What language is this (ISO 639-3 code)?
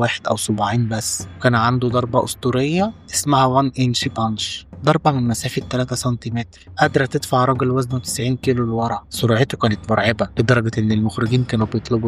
arz